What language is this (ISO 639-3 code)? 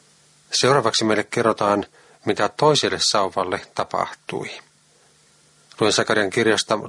fin